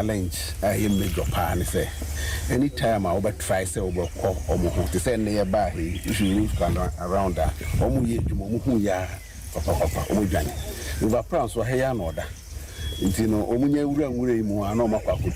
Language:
Akan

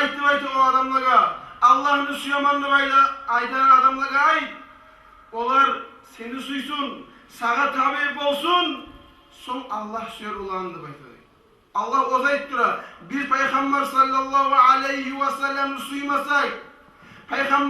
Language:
Kumyk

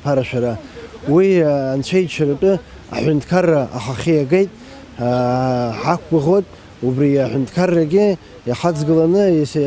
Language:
Abkhazian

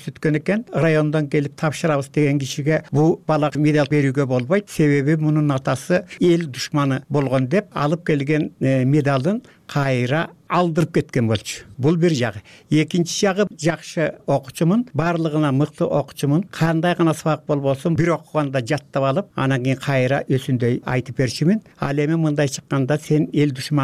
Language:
Kyrgyz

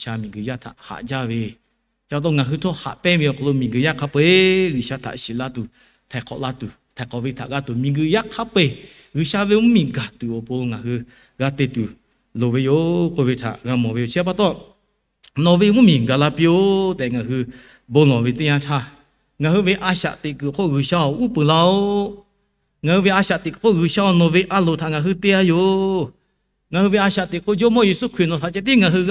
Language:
Lahu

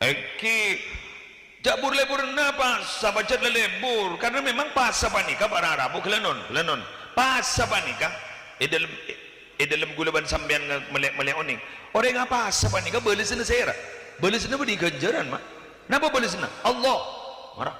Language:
Madurese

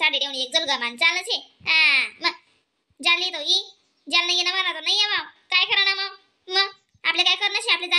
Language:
Khandesi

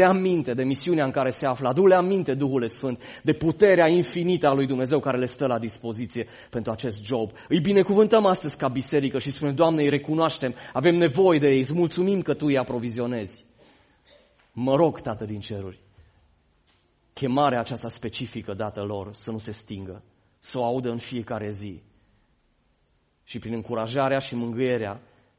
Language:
Romanian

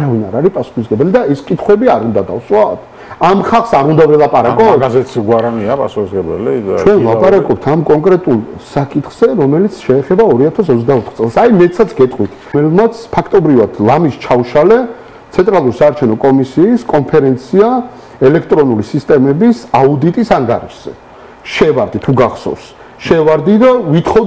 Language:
Georgian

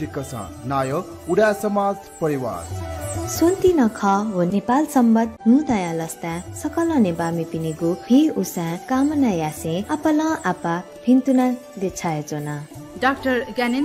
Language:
Newari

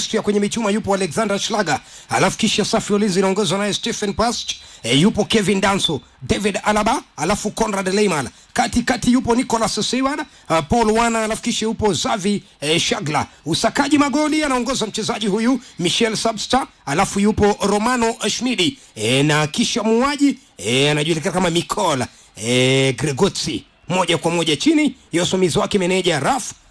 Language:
Swahili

